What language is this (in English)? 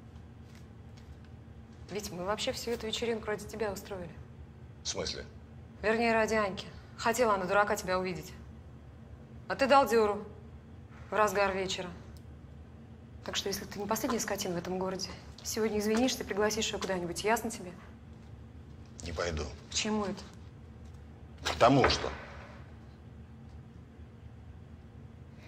Russian